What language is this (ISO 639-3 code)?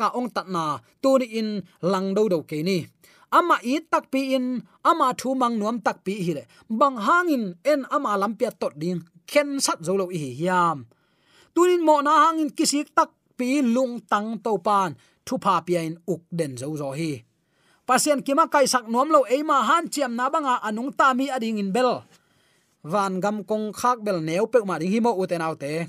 ctd